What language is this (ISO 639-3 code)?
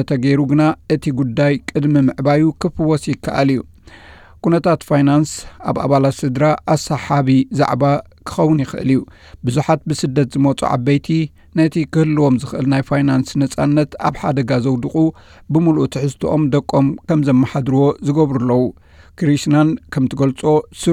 tir